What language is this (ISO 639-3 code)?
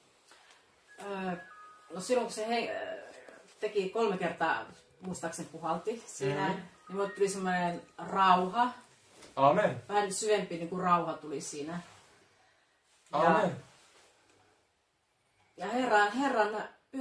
fin